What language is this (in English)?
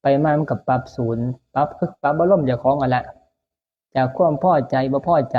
Northeastern Thai